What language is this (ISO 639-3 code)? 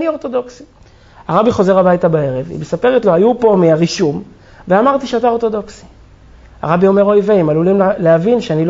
heb